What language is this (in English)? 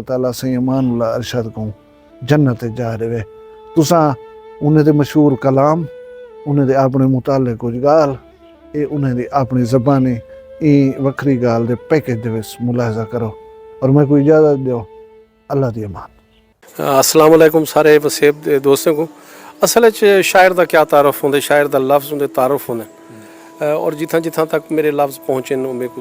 Saraiki